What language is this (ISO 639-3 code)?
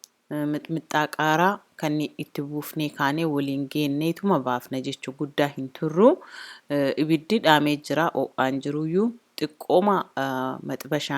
orm